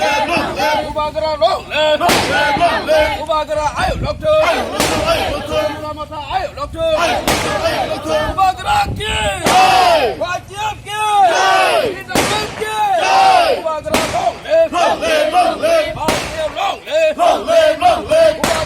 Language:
Kok Borok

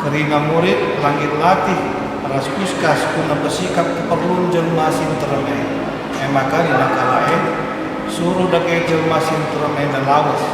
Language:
Batak Karo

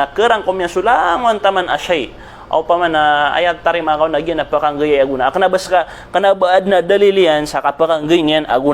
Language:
Maranao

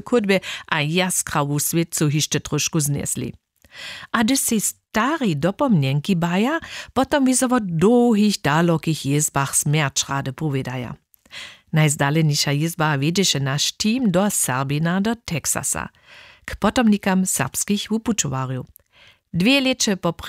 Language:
Upper Sorbian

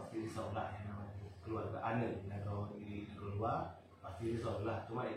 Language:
Achinese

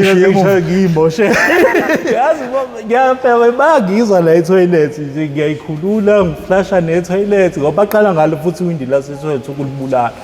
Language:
Zulu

